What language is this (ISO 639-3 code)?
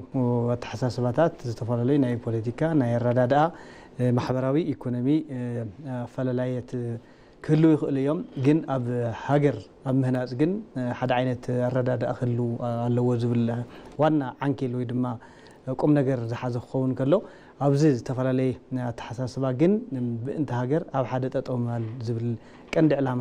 tir